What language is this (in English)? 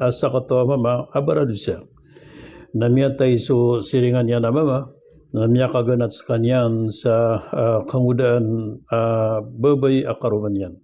Maranao